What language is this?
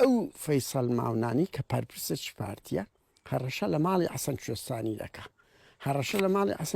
Central Kurdish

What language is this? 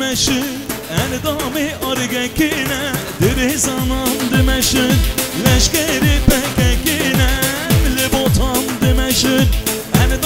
Persian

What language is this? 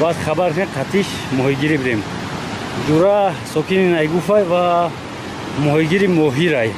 Tajik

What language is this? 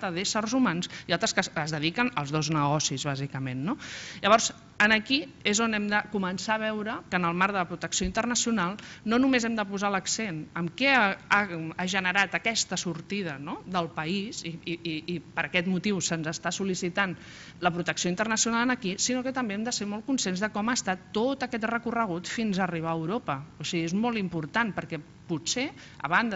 Catalan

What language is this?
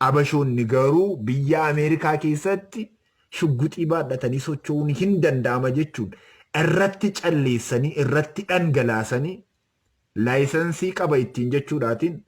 Oromo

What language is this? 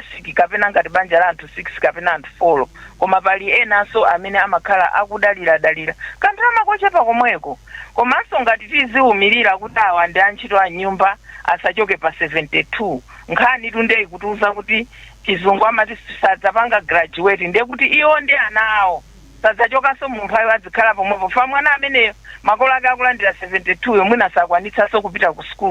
Nyanja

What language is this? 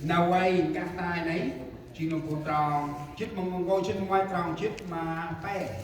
Central Mnong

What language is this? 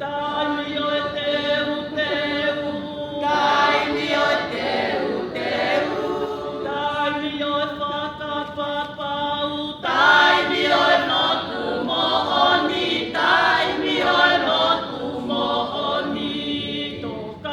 Tongan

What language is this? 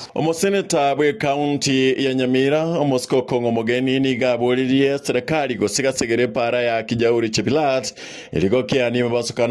Gusii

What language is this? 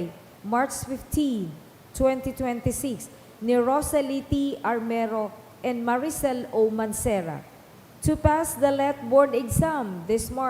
Bikol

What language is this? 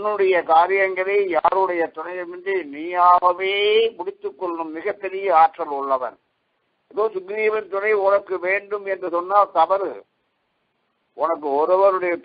Tamil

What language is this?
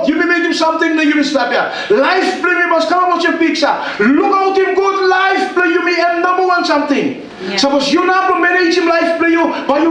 Tok Pisin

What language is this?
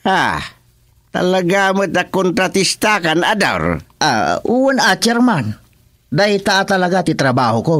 Iloko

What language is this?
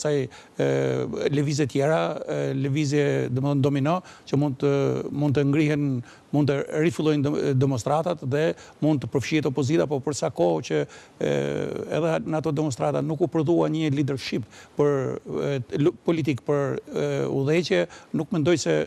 Albanian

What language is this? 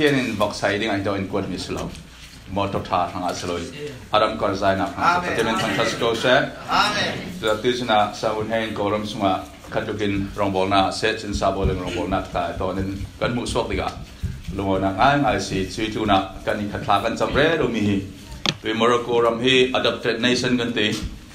Falam Chin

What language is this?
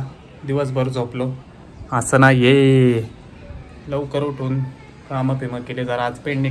Marathi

